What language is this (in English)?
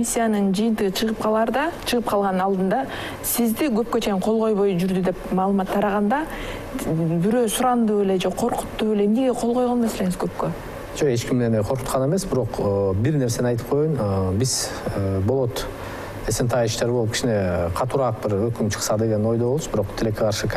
Kyrgyz